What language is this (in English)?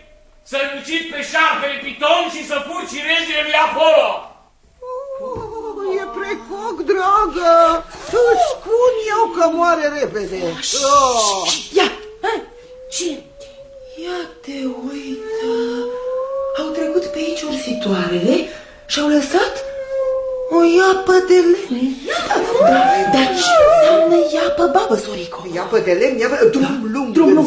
Romanian